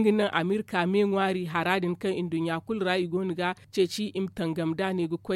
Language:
Zarma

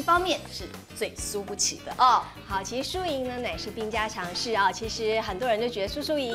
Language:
Chinese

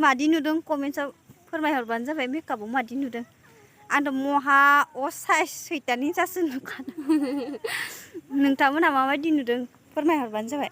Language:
Bodo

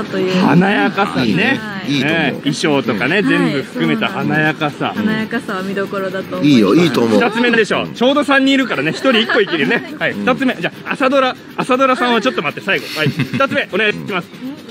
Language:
Japanese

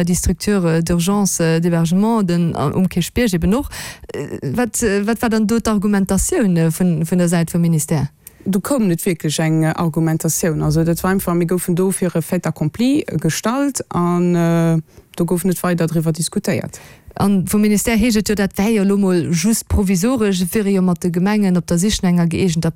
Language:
Luxembourgish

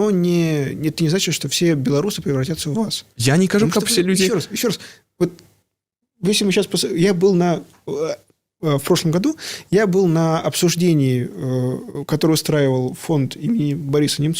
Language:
Belarusian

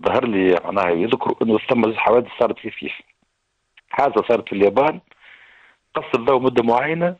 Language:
Tunisian Arabic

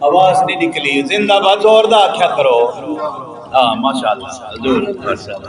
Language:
Saraiki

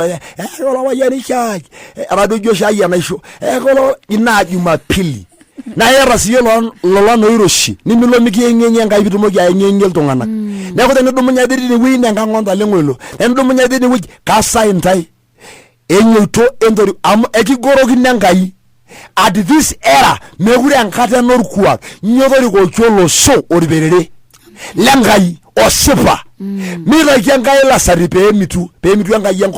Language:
Masai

